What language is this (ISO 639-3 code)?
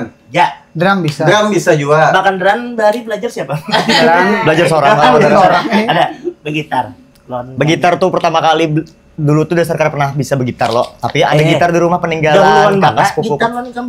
bjn